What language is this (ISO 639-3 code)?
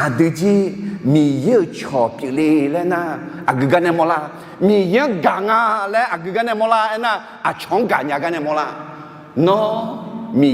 ahk